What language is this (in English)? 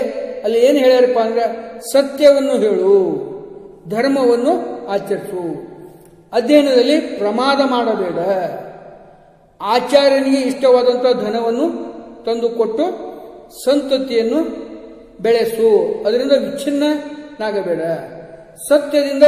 Kannada